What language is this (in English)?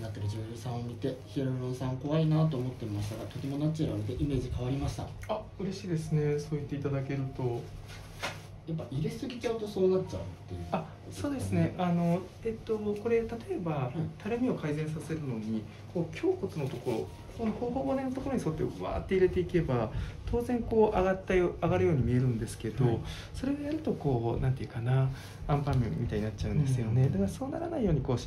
Japanese